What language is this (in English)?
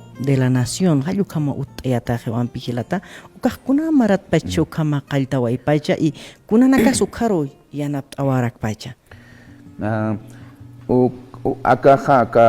Aymara